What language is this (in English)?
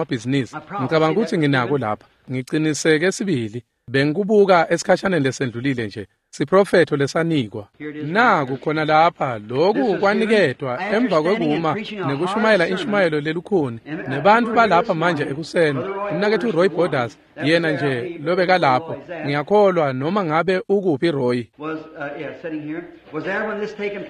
Swati